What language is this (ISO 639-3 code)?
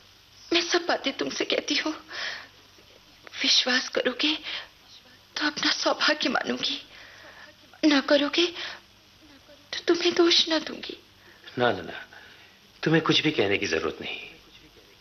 hin